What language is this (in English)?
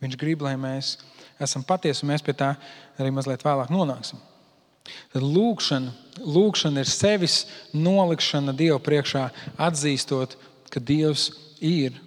Latvian